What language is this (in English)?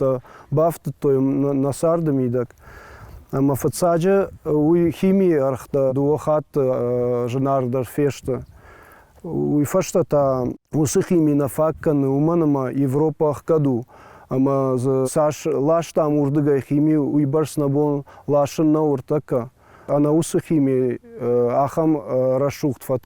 Ossetic